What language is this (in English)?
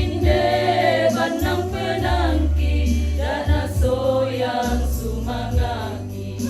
Toraja-Sa'dan